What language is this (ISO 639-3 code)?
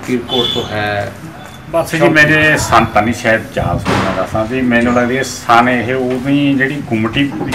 pan